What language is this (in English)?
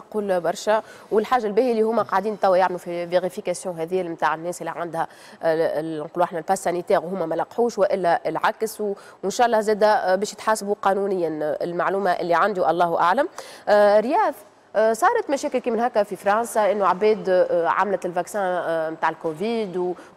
Tunisian Arabic